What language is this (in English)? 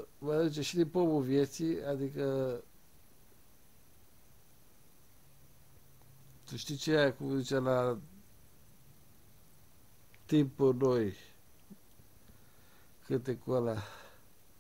Romanian